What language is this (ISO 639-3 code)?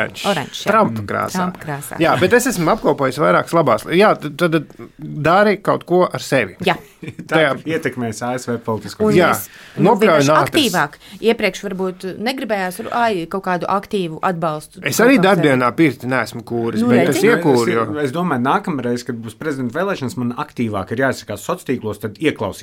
lav